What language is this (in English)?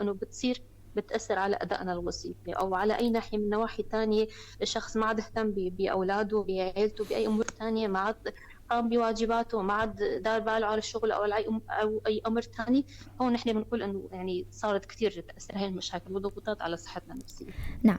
North Levantine Arabic